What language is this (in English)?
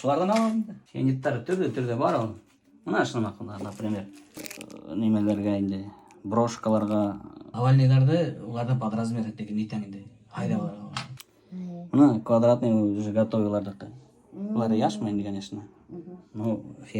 Bashkir